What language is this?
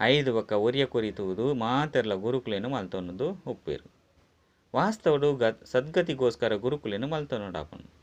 Tulu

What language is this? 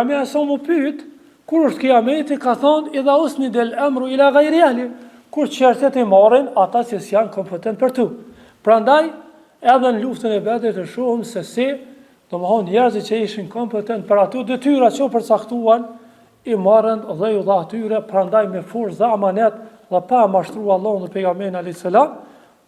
Albanian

